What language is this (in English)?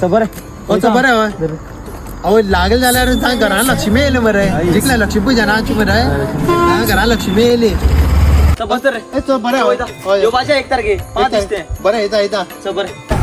Konkani